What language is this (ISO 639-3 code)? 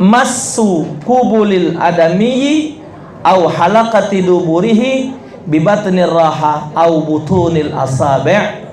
mui